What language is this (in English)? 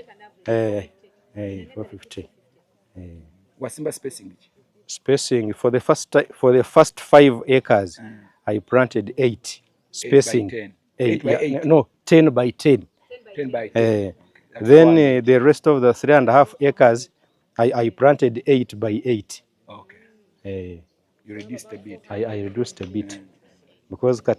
Ganda